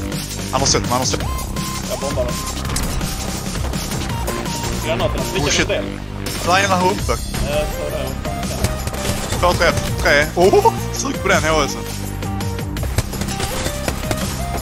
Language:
Swedish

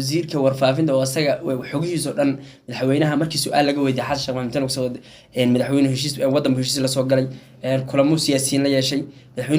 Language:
Somali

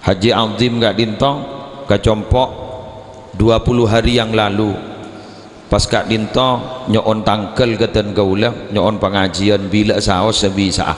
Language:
Madurese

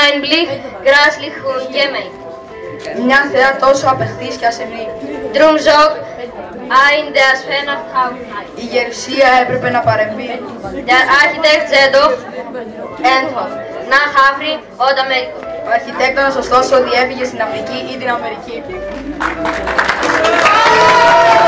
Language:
Greek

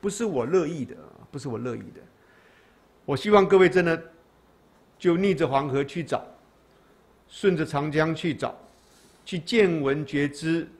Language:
Chinese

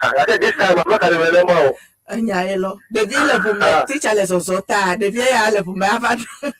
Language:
Ewe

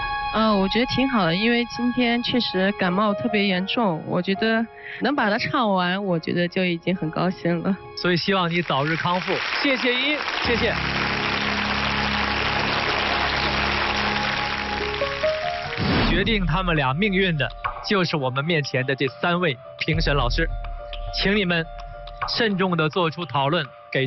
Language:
Chinese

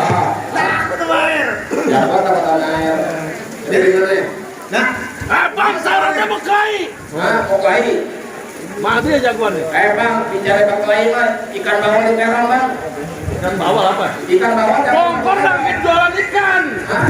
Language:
Betawi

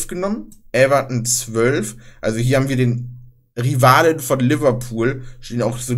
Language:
German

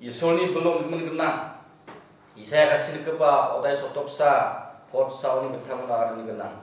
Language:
Garo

